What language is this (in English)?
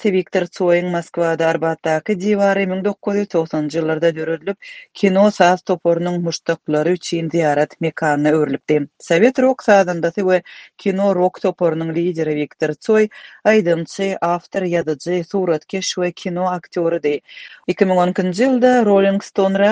Turkmen